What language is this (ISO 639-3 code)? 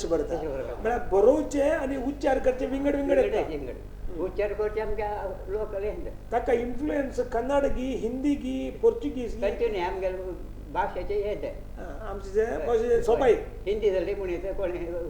kok